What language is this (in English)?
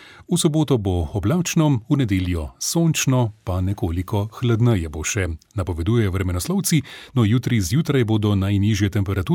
Slovenian